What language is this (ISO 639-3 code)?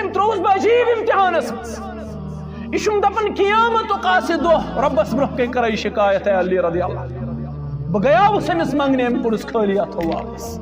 kas